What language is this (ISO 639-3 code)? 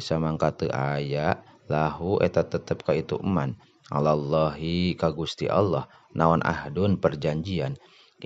sun